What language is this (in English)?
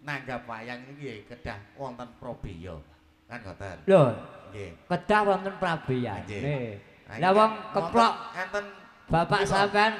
Javanese